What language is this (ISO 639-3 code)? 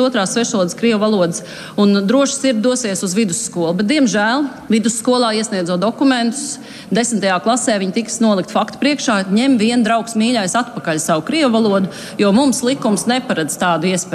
lav